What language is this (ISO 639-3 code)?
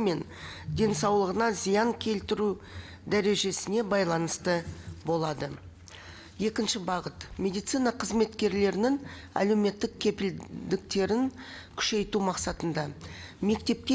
kaz